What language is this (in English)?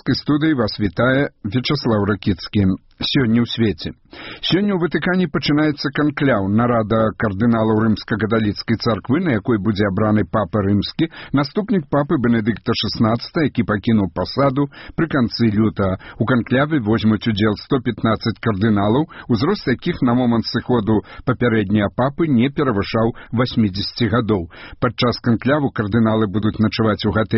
Belarusian